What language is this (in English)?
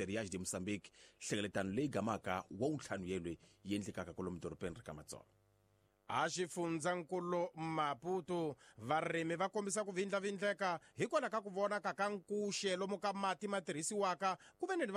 Tsonga